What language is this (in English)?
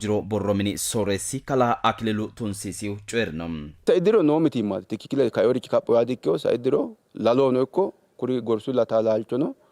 Sidamo